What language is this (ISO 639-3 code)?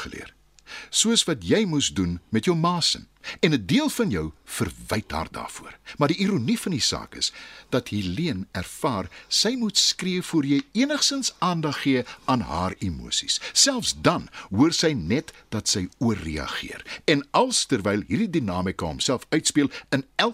afr